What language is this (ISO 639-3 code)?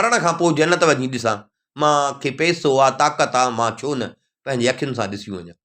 snd